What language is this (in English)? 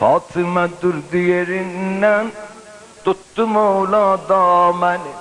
South Azerbaijani